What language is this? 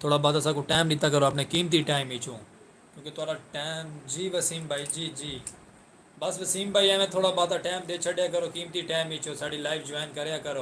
Saraiki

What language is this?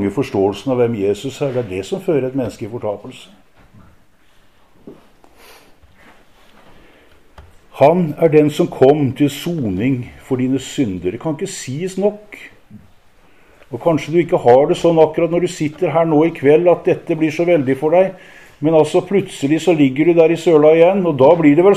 Norwegian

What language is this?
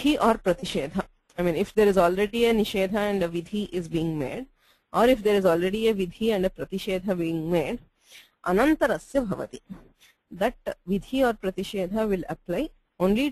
Sanskrit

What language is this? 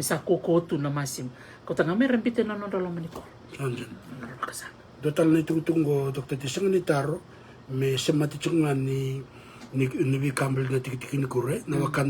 Fijian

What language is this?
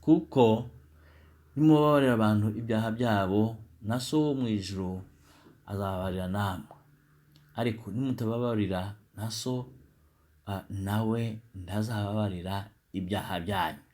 Kinyarwanda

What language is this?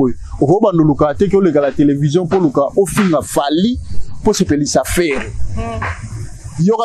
Lingala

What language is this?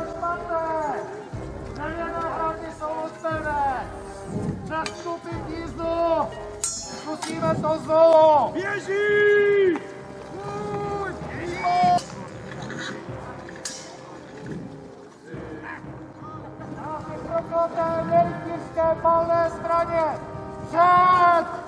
Czech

